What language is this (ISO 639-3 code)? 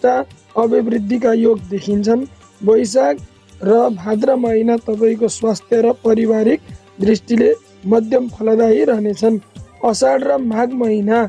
nep